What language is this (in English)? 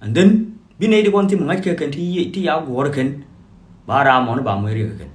Nuer